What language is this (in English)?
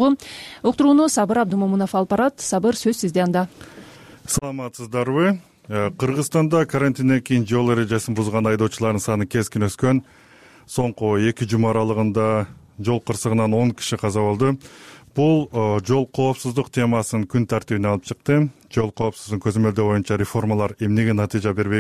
Kyrgyz